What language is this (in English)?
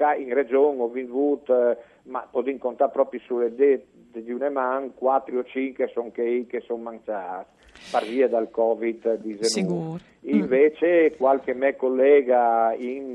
Friulian